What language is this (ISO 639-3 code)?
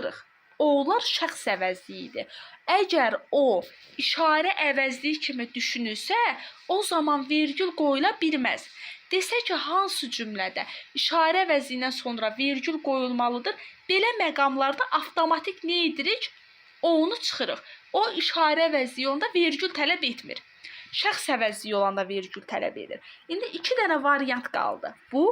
aze